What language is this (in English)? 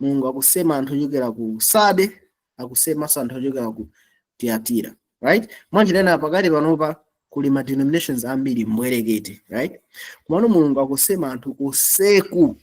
Nyanja